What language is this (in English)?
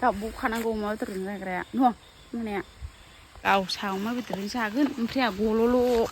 Bodo